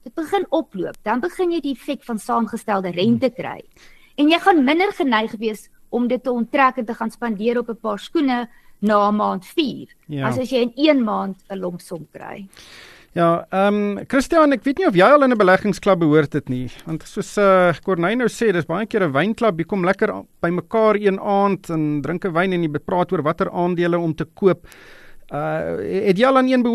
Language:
Afrikaans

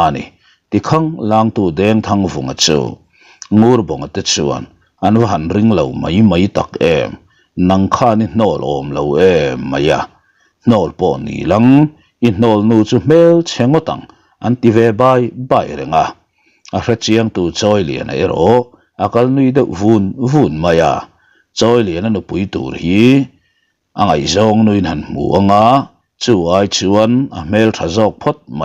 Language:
Mizo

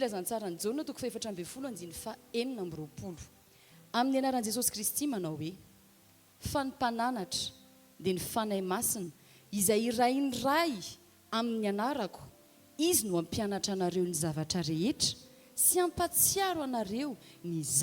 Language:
Malagasy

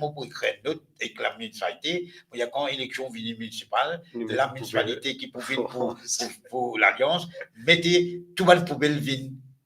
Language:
Morisyen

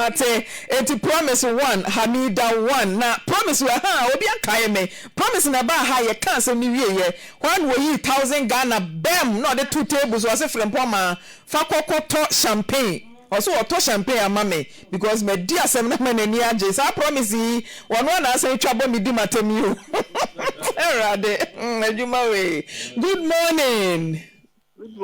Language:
Akan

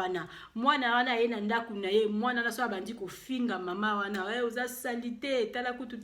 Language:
Lingala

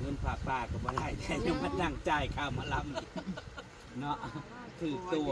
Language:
Northeastern Thai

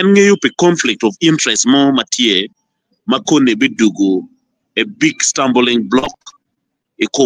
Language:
Acoli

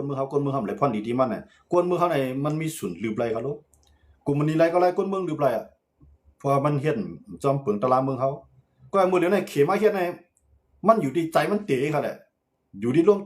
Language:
Shan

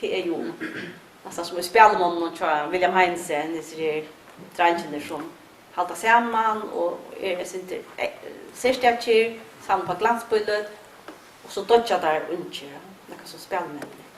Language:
Faroese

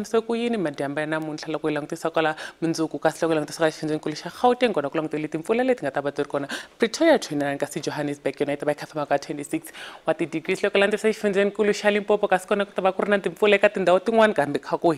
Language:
Tsonga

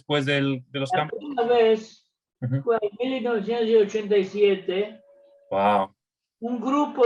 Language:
Ladino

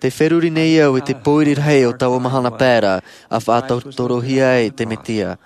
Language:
Tahitian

